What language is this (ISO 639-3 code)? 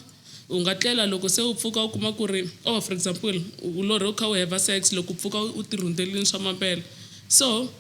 tso